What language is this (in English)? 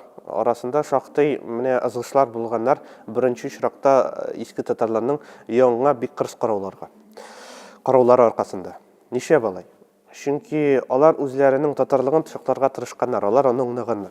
Tatar